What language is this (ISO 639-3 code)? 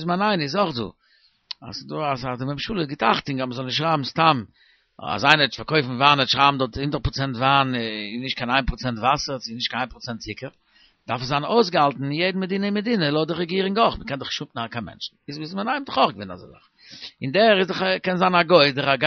yid